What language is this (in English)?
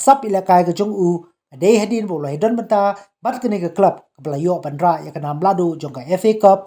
Khasi